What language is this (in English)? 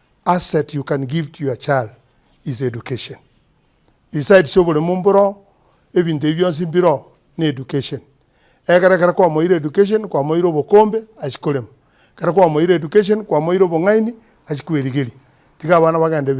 Gusii